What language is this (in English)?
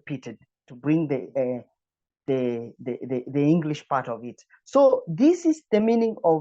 English